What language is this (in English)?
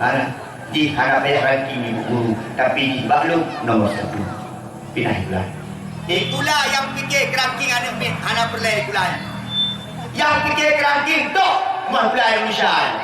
Achinese